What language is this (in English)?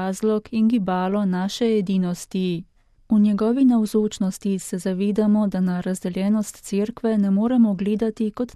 Slovenian